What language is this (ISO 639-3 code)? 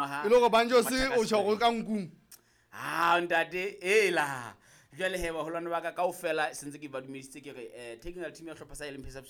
sot